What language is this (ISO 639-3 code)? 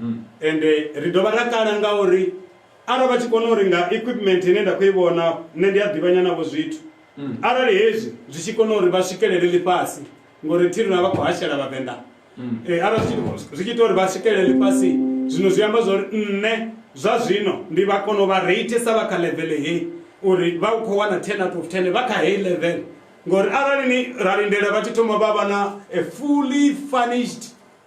ven